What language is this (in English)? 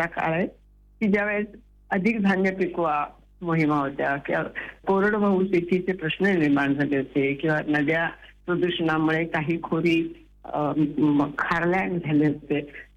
Marathi